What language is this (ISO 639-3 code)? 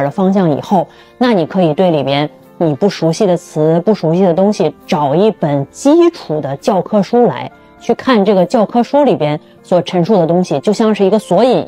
zho